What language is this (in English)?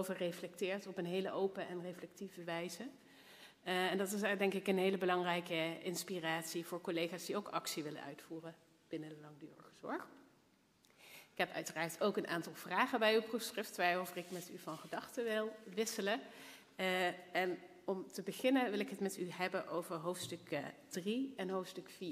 Dutch